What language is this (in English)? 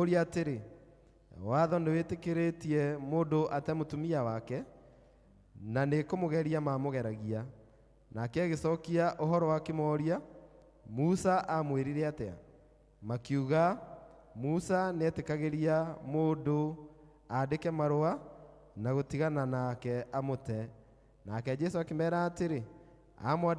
Kikuyu